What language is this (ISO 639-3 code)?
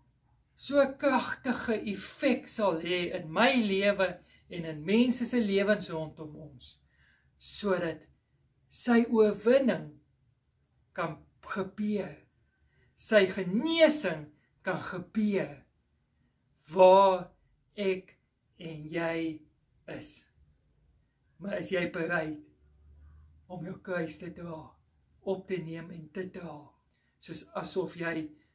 afr